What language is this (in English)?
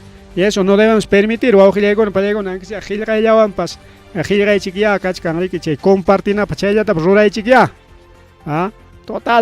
Ayacucho Quechua